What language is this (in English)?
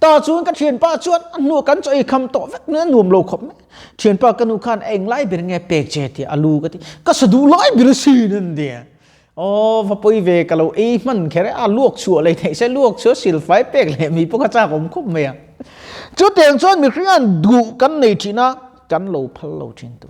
Mizo